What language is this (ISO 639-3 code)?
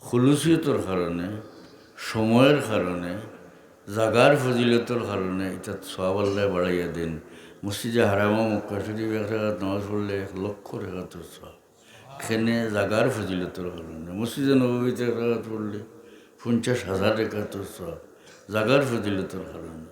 syl